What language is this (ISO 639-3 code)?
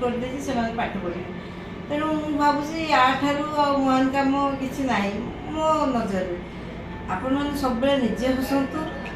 ori